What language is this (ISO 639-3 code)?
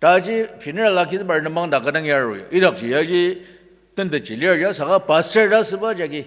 njo